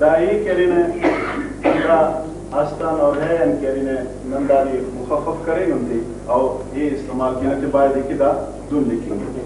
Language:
Brahui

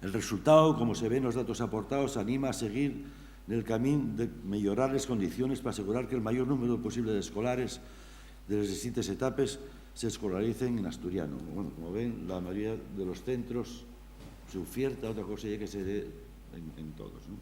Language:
Asturian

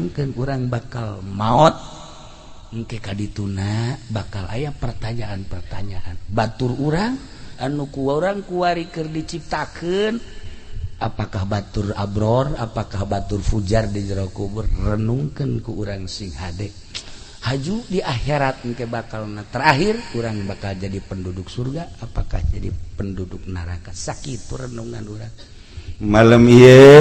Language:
Sundanese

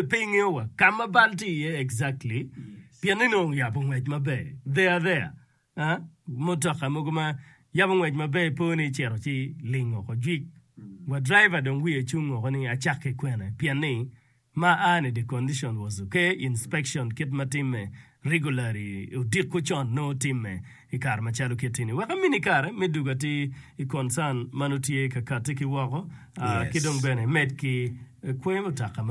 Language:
Acoli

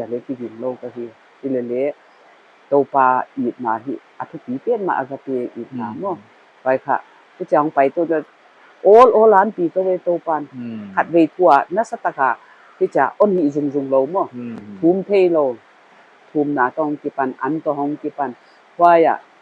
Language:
Paite Chin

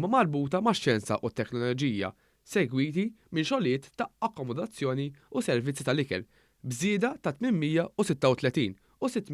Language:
Maltese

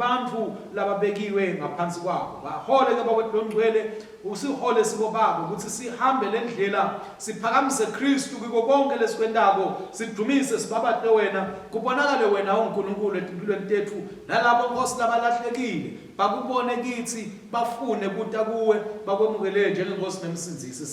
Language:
Swati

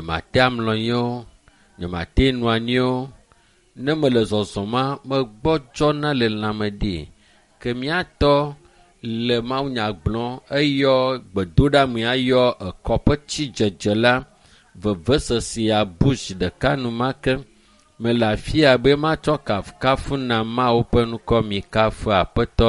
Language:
Ewe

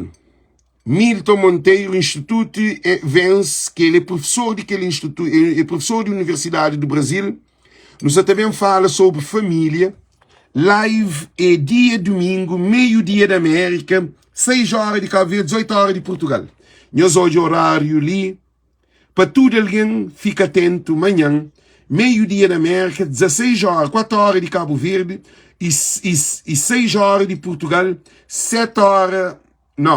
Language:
Kabuverdianu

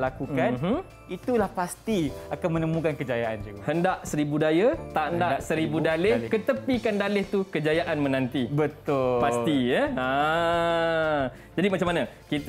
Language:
Malay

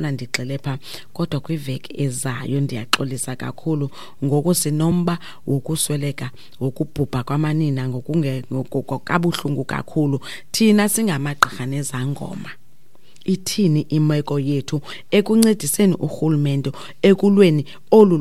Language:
Xhosa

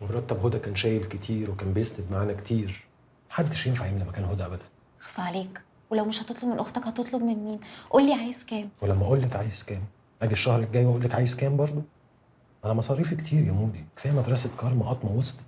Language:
Egyptian Arabic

